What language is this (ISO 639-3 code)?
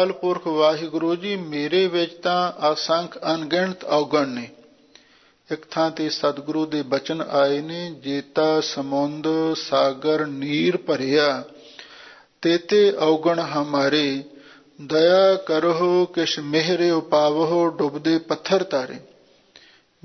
pan